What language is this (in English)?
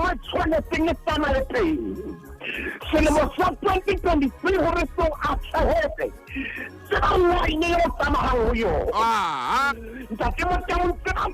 Southern Sotho